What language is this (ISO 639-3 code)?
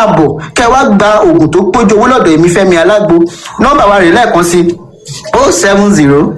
yor